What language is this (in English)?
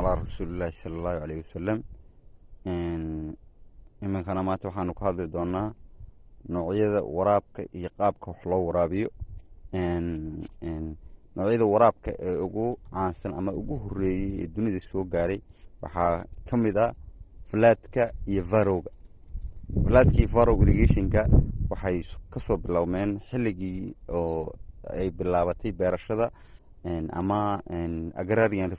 Somali